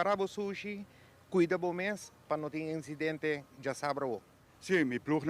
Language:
Papiamento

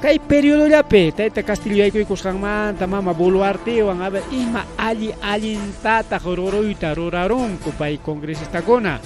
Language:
Ayacucho Quechua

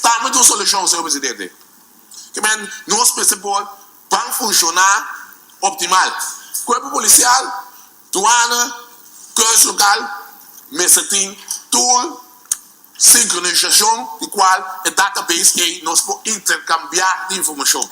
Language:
Papiamento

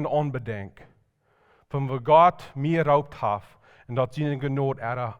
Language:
Plautdietsch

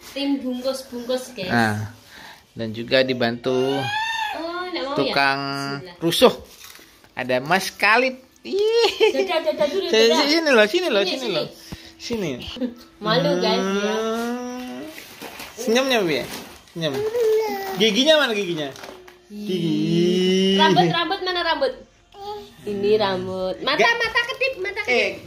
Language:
Indonesian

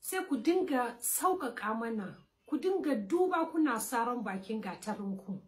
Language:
Hausa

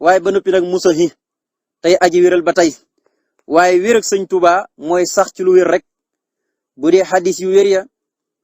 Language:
Wolof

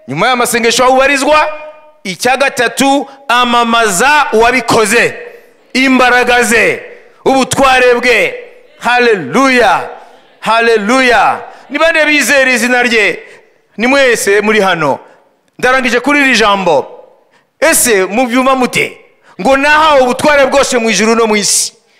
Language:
Kinyarwanda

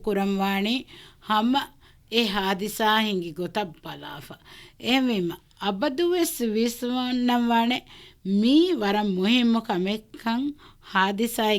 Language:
Divehi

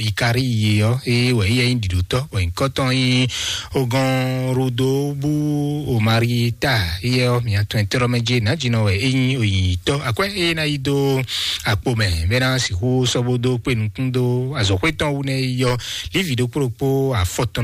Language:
Fon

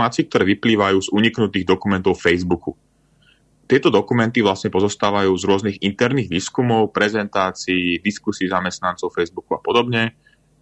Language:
Slovak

